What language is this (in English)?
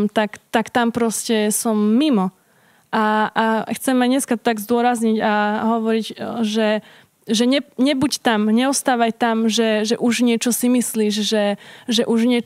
Slovak